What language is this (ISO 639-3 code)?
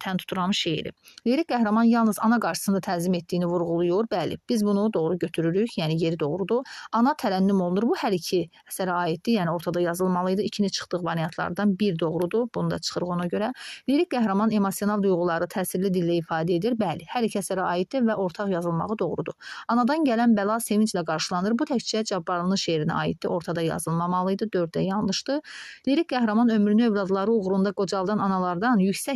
aze